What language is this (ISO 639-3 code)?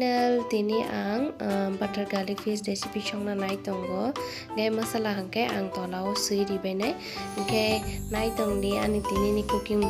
trp